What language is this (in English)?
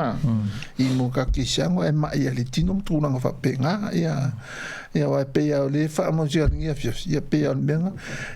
Samoan